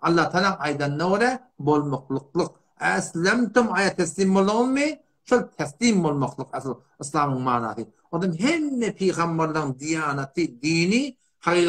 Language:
Turkmen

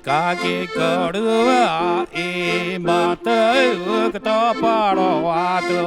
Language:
Rapanui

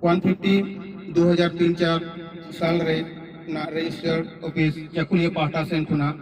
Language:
Santali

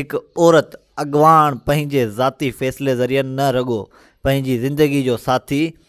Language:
Sindhi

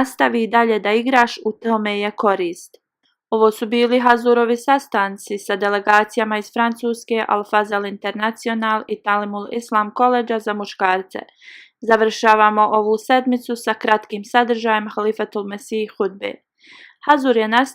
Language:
Bosnian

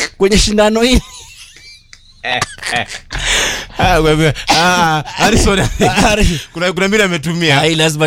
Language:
Swahili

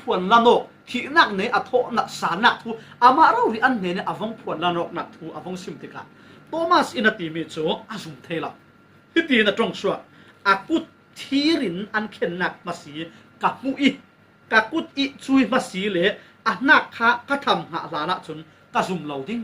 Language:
Falam Chin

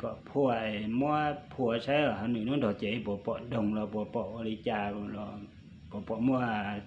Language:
Hmong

